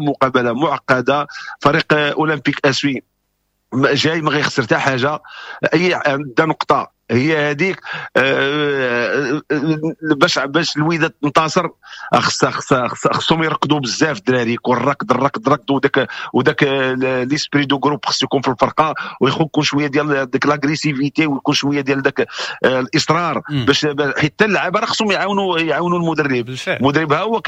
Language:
Moroccan Arabic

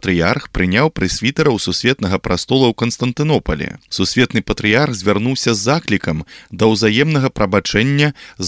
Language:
Belarusian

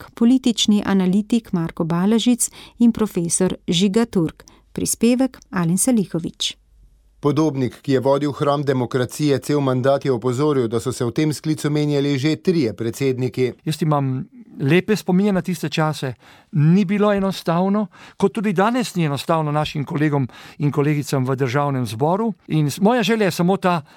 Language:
Slovenian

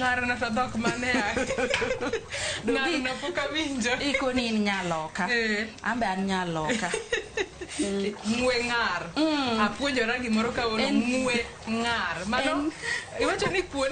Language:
Luo (Kenya and Tanzania)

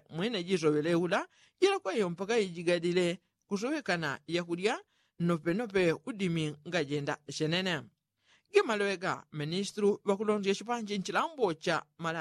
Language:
Yao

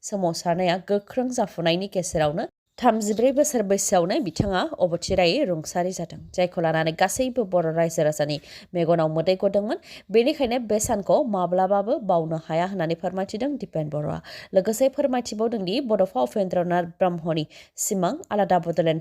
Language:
Bodo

